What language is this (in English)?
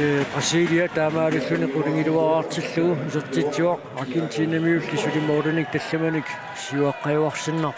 Kalaallisut